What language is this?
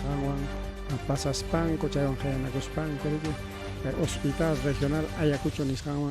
Ayacucho Quechua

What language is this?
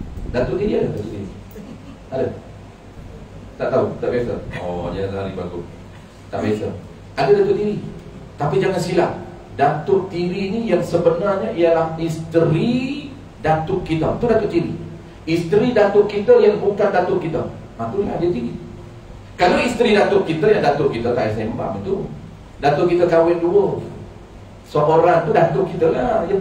Malay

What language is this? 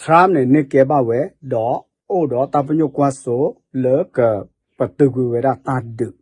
S'gaw Karen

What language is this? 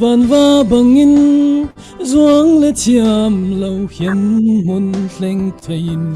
Falam Chin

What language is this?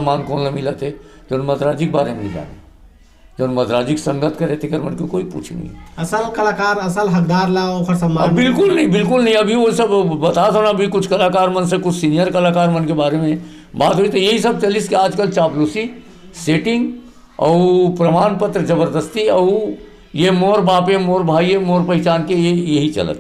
Chhattisgarhi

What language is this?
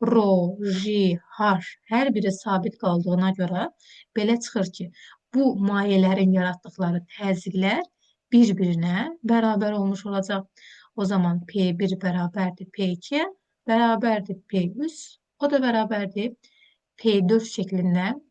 Azerbaijani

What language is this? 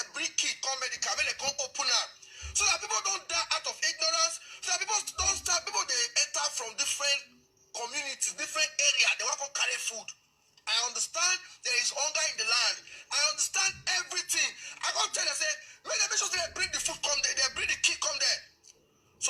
Nigerian Pidgin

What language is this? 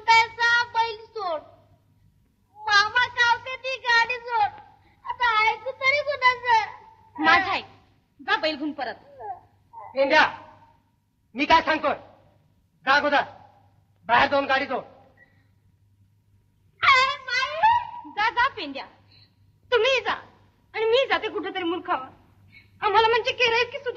Marathi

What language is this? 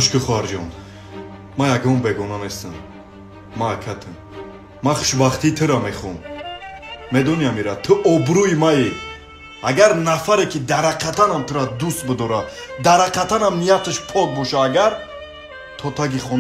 Tajik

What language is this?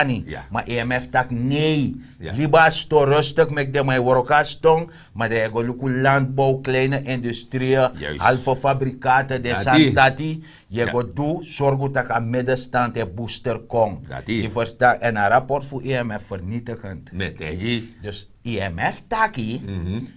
Sranan Tongo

